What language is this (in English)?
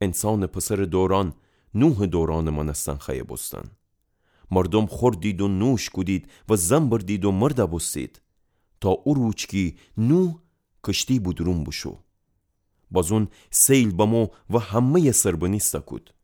Gilaki